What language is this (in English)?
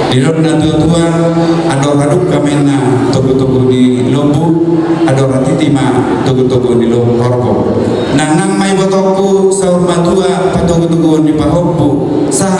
Batak Toba